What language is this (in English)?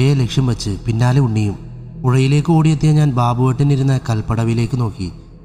Malayalam